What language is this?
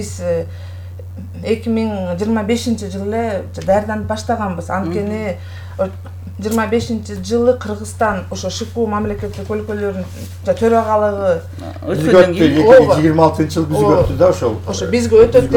Kyrgyz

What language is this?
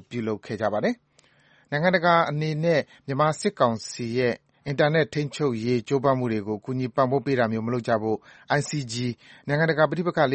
Burmese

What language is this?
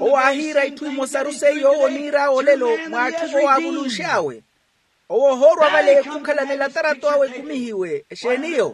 Makhuwa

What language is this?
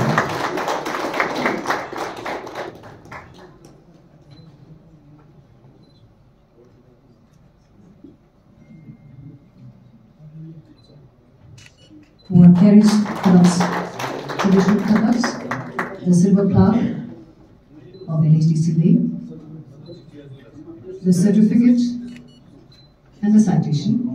Hindi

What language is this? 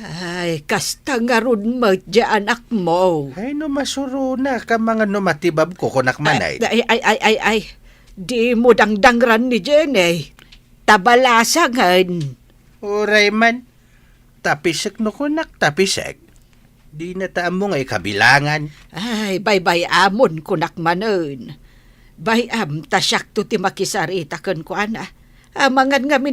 Iloko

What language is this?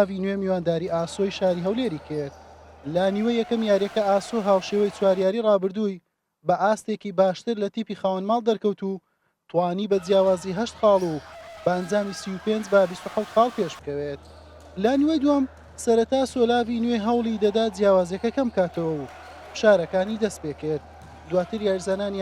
Central Kurdish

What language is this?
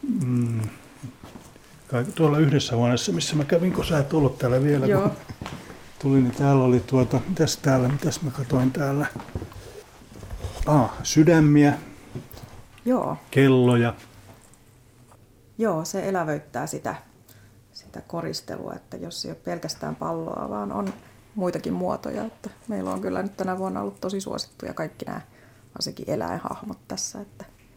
Finnish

